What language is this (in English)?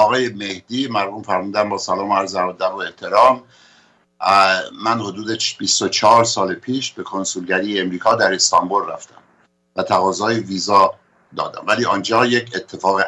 Persian